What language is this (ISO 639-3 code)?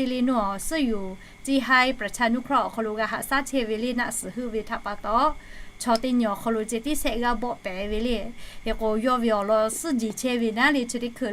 lhu